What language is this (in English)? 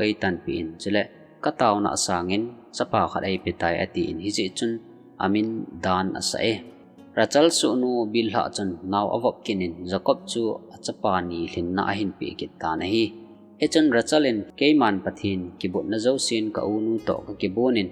Thado Chin